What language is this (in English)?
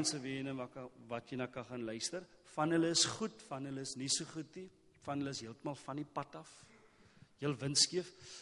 Afrikaans